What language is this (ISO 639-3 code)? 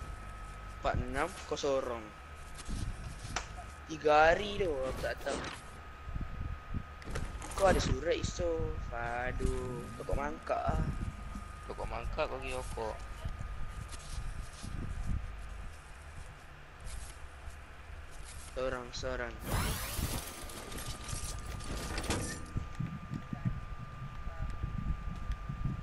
msa